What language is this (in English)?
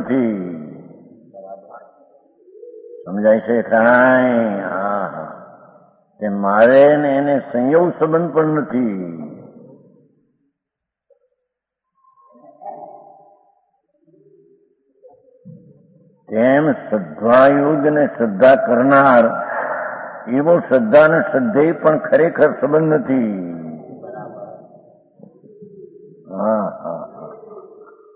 Gujarati